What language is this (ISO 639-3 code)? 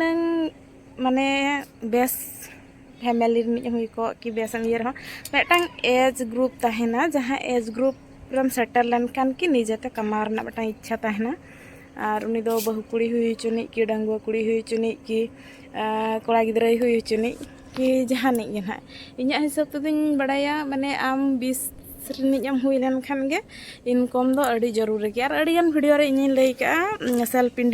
sat